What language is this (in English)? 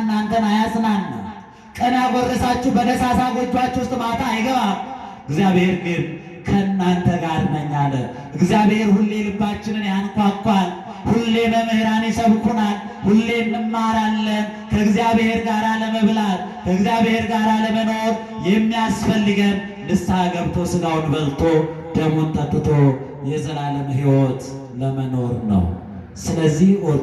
Amharic